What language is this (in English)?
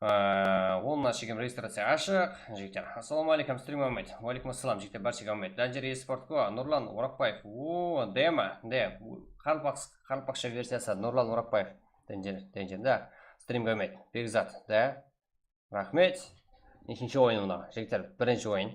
Kara-Kalpak